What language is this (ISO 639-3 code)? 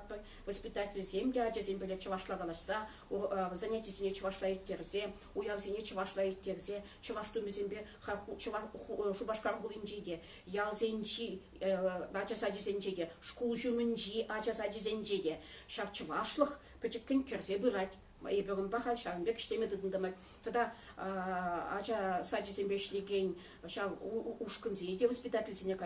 chv